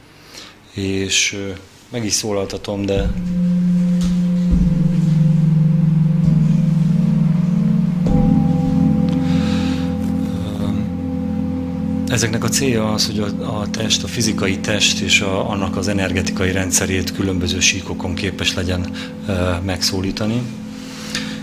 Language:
Hungarian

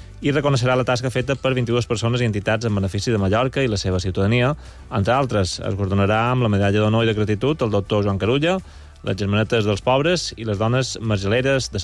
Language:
Catalan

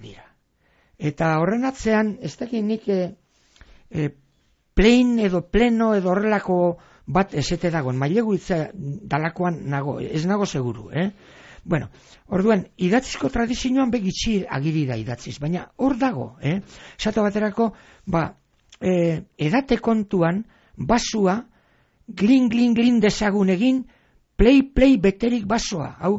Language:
Basque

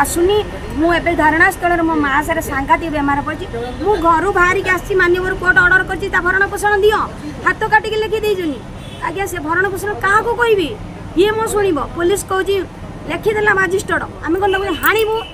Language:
Odia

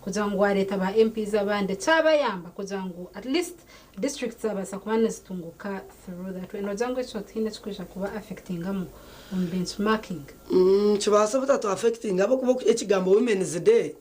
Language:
Nyankole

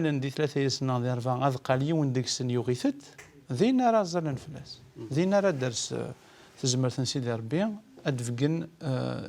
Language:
Kabyle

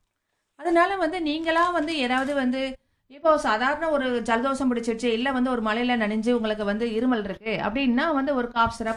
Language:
Tamil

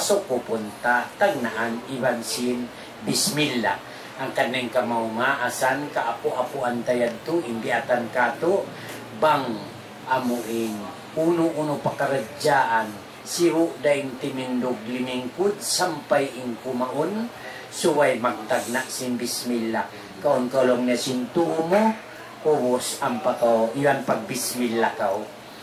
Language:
Tausug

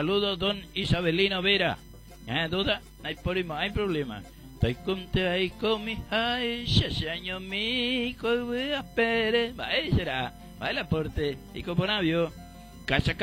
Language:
Guarani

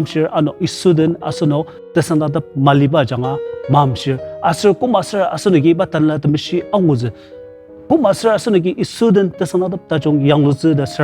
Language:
Ao Naga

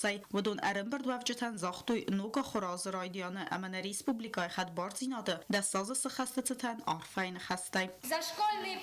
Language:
Ossetic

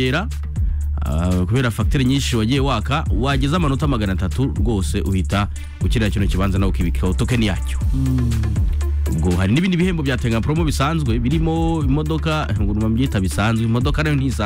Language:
Kinyarwanda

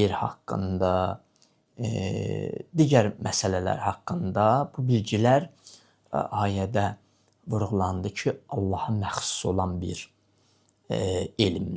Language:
Azerbaijani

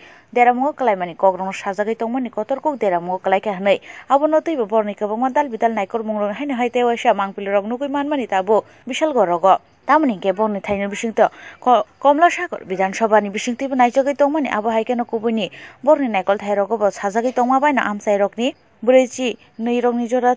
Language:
Kok Borok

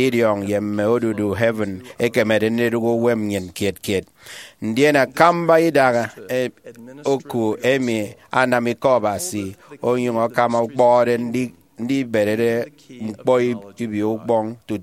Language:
Efik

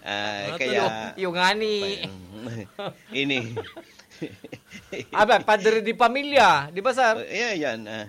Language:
Bikol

